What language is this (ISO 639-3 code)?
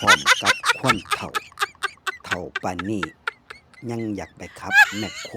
lao